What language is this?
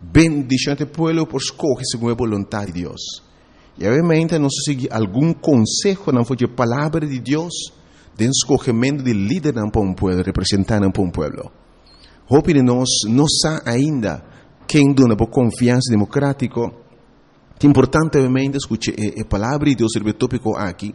Papiamento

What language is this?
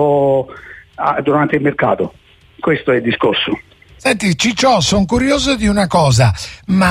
Italian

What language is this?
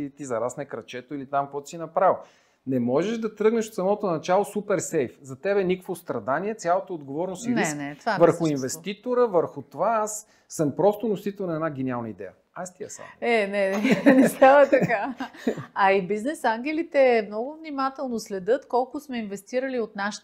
Bulgarian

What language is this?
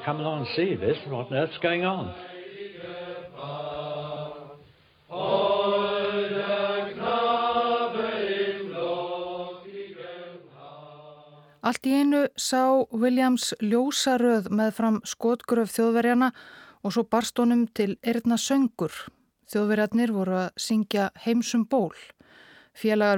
Icelandic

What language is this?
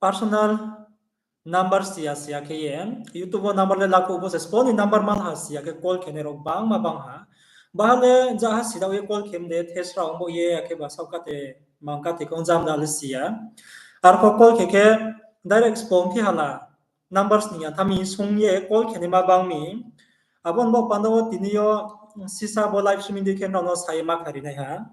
Riang (India)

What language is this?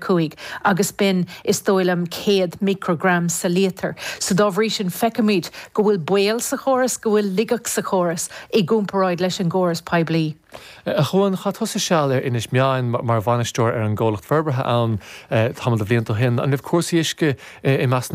Irish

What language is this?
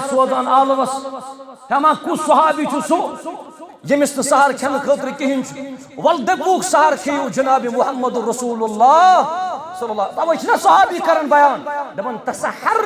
Kashmiri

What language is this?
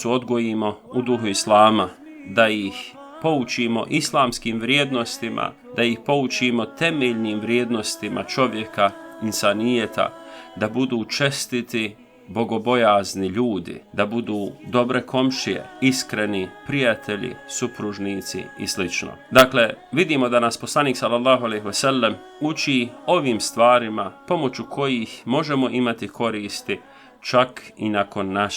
Bosnian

